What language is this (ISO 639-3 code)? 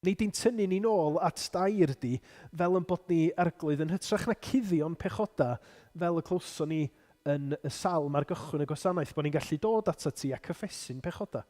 cym